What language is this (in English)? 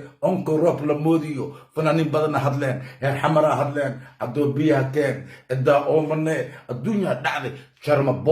Somali